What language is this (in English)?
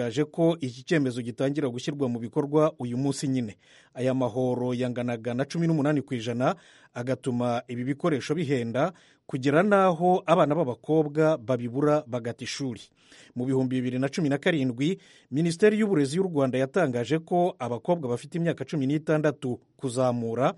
Kinyarwanda